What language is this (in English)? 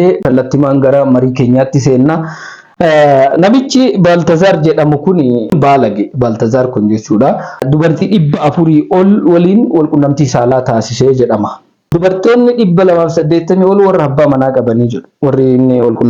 Oromo